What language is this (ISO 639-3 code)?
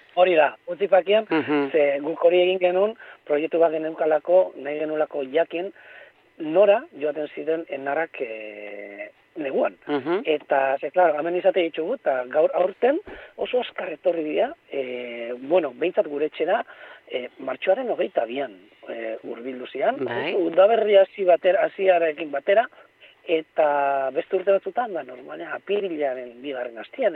eus